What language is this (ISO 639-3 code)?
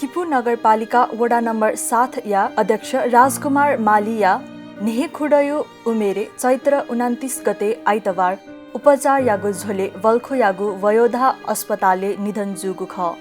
new